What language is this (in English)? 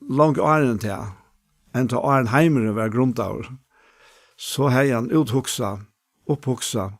Faroese